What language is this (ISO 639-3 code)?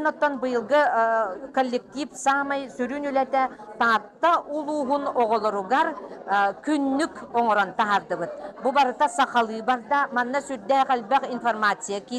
sah